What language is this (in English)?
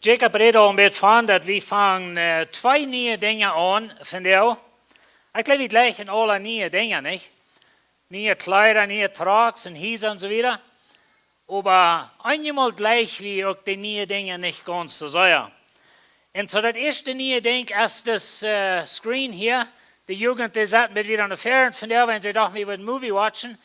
Plautdietsch